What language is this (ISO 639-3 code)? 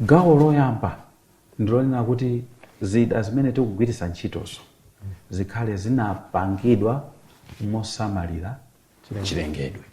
nya